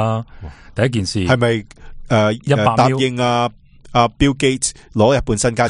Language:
Cantonese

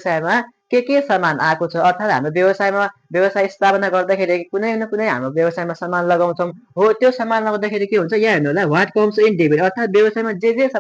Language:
Nepali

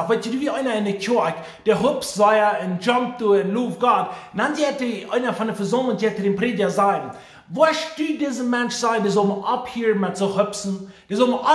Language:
Plautdietsch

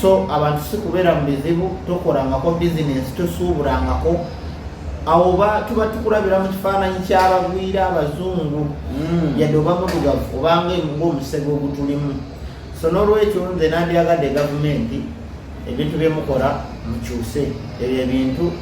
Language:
Ganda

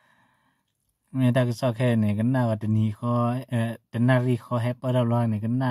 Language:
S'gaw Karen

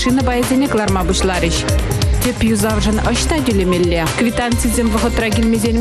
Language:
Chuvash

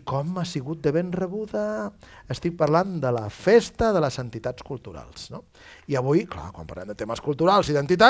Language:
Catalan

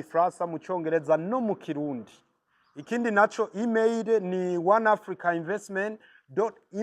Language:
Rundi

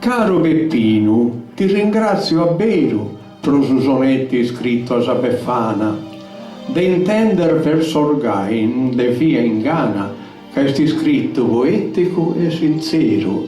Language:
Sardinian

